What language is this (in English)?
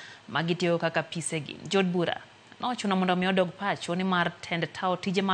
Luo (Kenya and Tanzania)